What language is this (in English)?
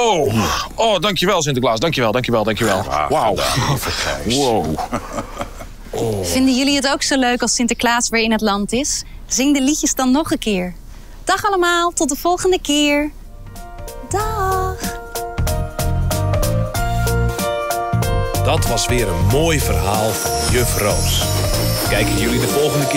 Dutch